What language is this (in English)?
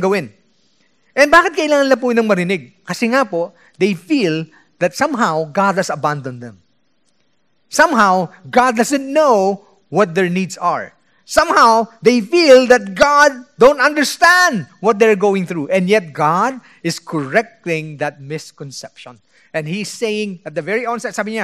Filipino